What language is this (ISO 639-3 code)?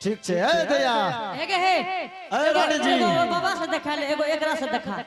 anp